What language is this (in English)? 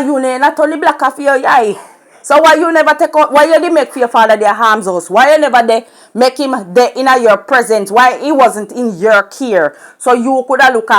Jamaican Creole English